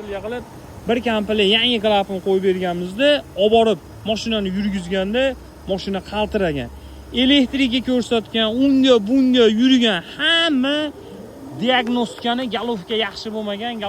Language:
Uzbek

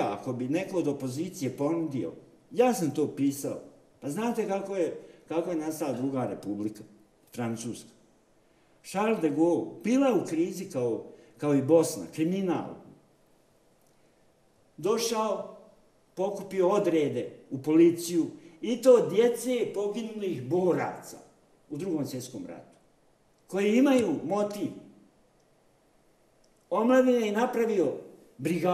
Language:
Bosnian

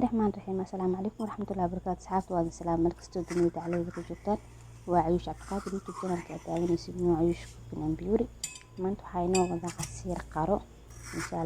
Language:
Somali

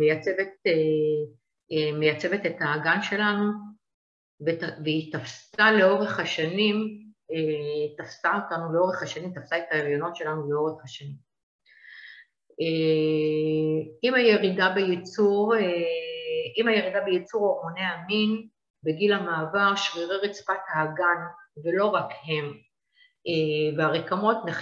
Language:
Hebrew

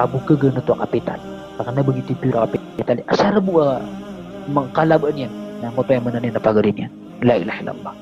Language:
Maranao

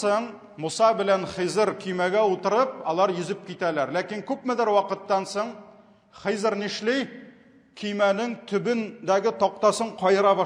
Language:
Tatar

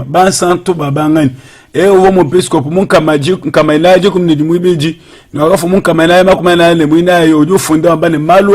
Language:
Luba-Lulua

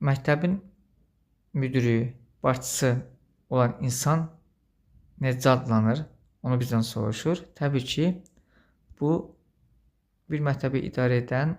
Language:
Azerbaijani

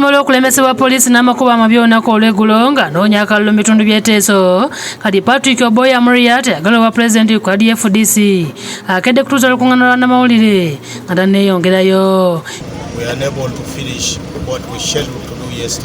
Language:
Ganda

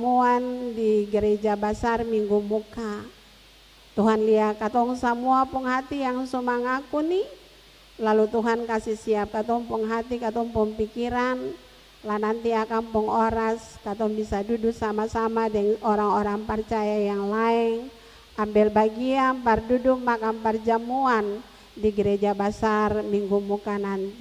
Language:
Ambonese Malay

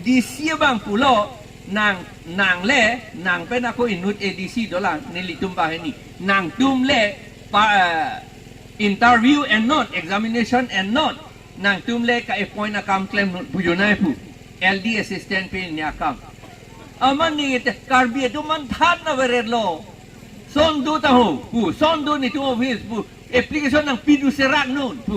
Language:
Karbi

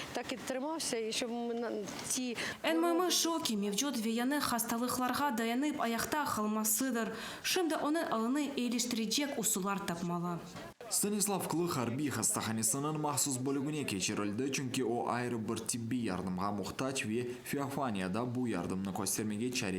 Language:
Crimean Tatar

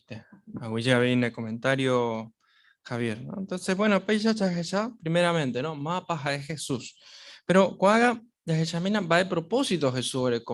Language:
Guarani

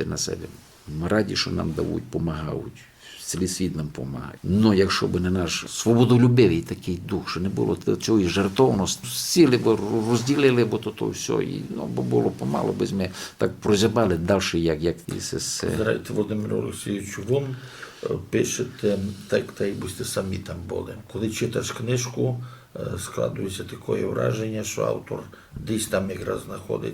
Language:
Rusyn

